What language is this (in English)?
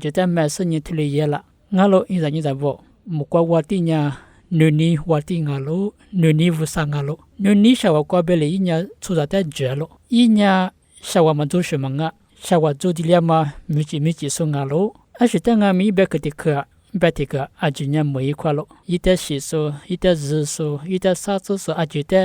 Lisu